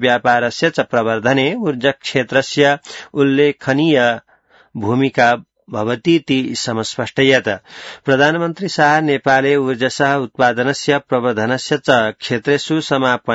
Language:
Sanskrit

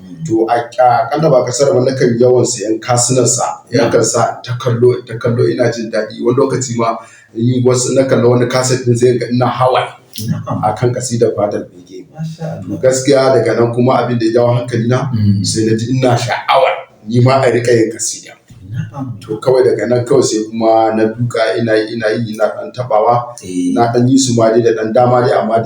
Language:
Hausa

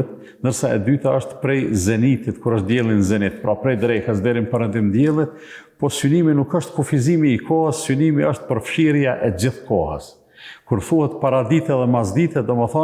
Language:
Albanian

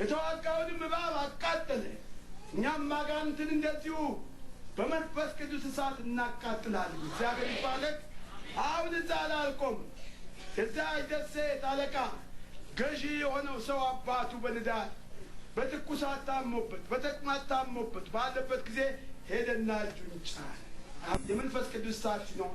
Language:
Amharic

